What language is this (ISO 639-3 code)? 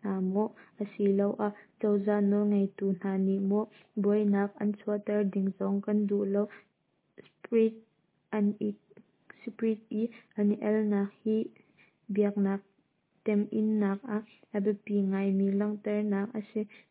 cnh